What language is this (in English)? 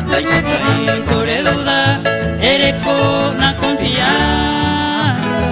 Guarani